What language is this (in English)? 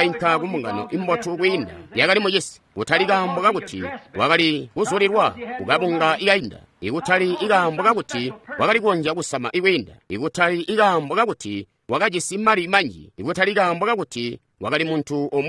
Tonga (Zambia)